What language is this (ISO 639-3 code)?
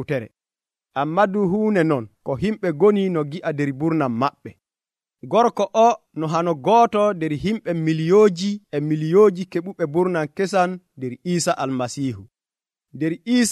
fuv